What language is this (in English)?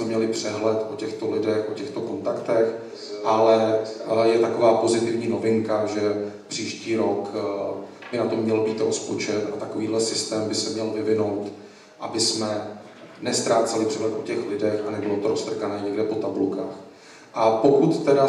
Czech